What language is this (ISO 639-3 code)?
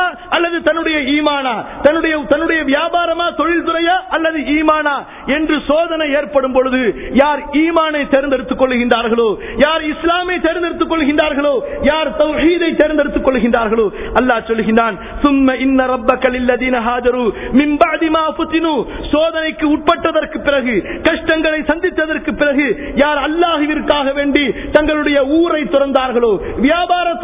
tam